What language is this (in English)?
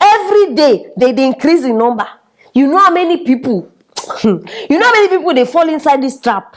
Nigerian Pidgin